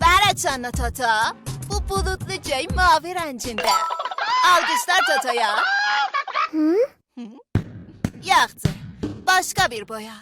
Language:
South Azerbaijani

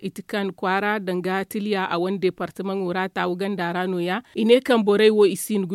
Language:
Zarma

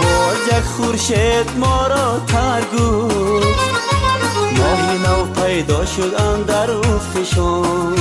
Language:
Tajik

